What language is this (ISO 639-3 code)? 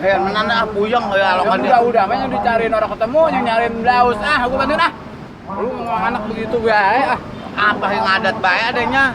bew